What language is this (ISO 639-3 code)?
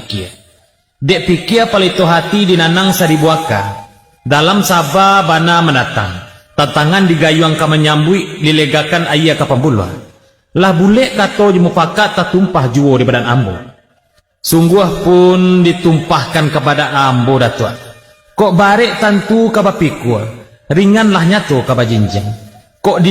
min